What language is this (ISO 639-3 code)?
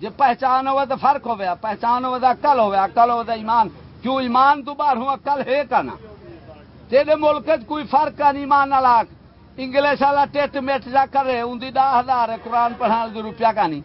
skr